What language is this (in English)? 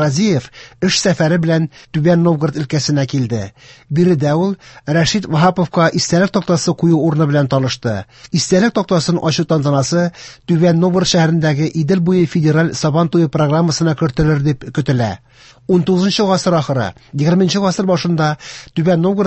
Tatar